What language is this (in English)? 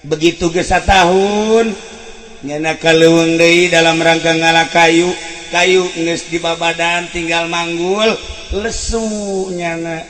Sundanese